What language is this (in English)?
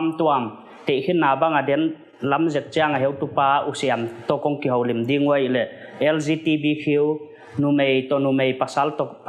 Paite Chin